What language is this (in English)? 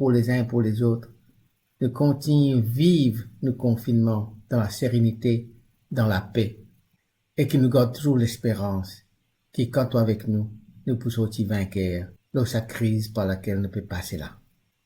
Morisyen